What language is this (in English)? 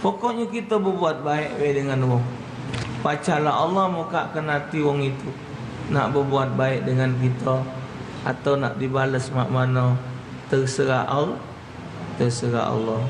Musi